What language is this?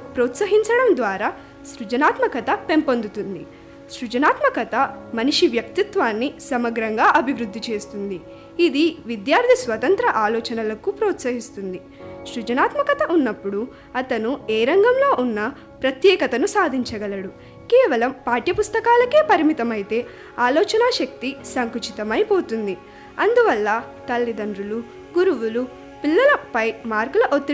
Telugu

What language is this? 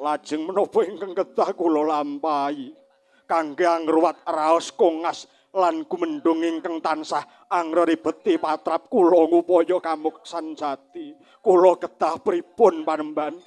Javanese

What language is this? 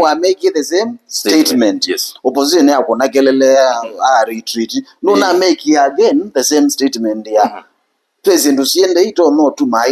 Kamba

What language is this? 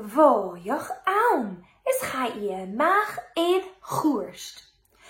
Scottish Gaelic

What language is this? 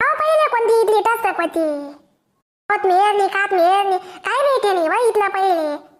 Khandesi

